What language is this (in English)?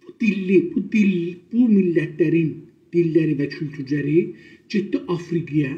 South Azerbaijani